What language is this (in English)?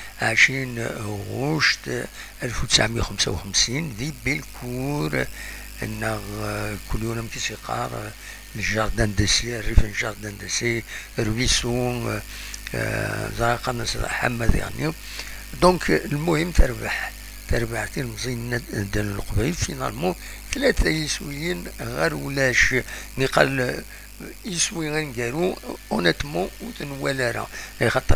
Kabyle